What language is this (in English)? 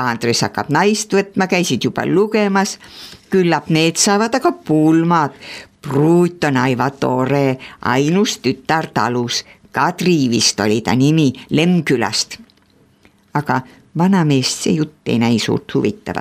Estonian